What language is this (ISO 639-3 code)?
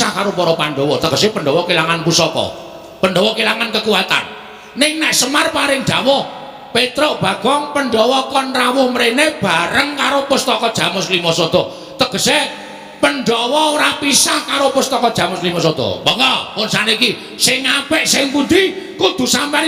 jav